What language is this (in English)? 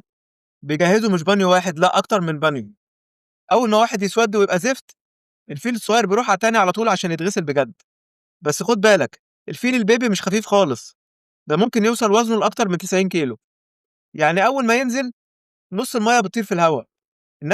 Egyptian Arabic